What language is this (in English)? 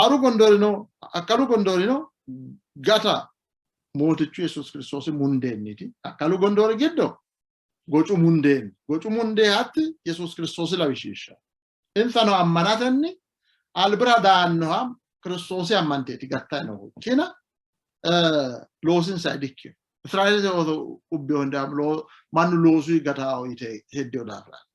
Sidamo